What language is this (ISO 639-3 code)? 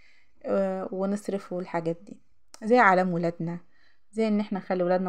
arz